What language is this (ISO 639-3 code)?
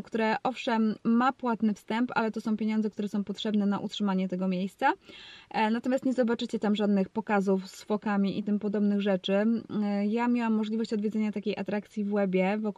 pol